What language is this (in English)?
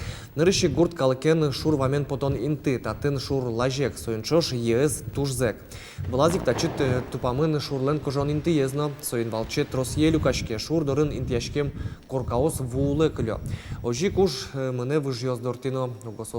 Udmurt